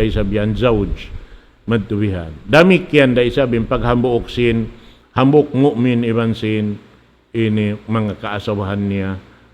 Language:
Tausug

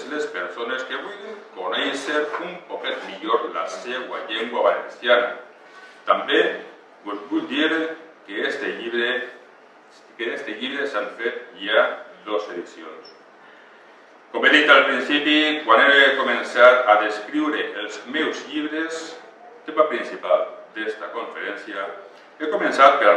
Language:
Catalan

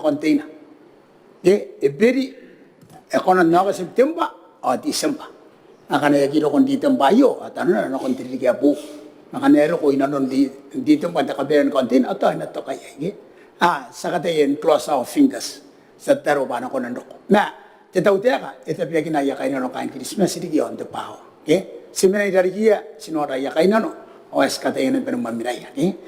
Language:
Gilbertese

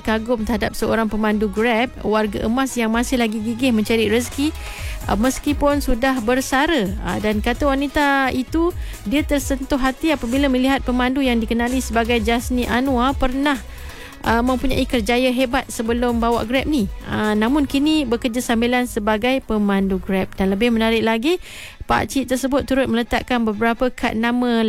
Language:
Malay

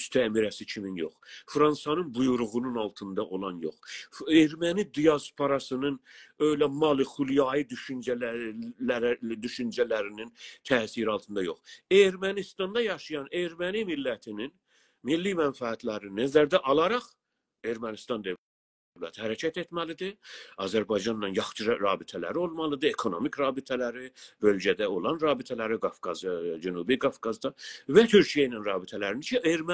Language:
South Azerbaijani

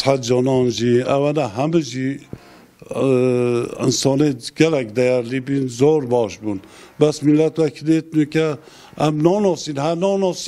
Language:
Kurdish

